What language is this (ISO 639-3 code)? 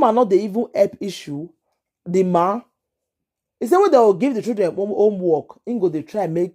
pcm